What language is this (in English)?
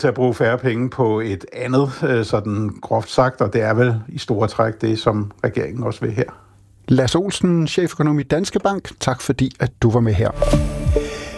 Danish